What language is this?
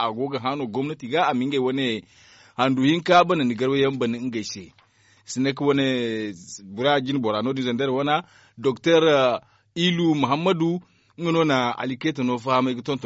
Zarma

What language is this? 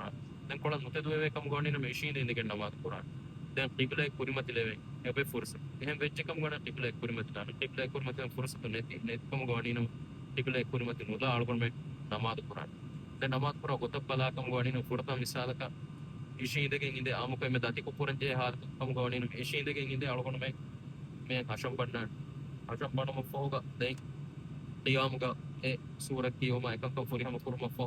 Divehi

